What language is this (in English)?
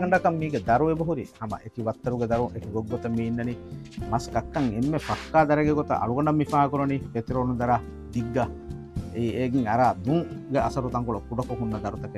Divehi